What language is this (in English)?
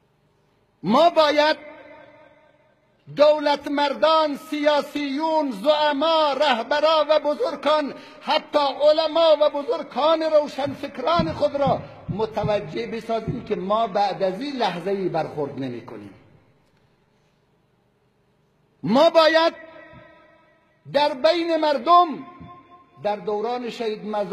Persian